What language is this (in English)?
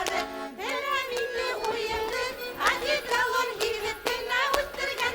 Bashkir